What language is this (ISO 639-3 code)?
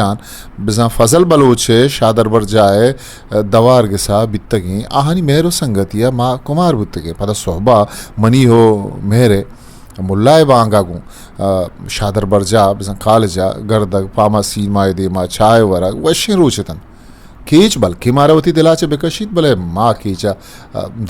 bgp